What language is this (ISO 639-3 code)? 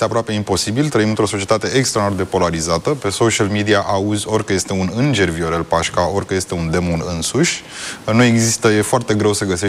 ron